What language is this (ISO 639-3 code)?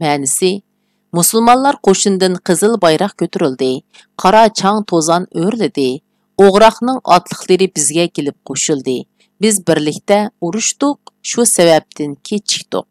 uig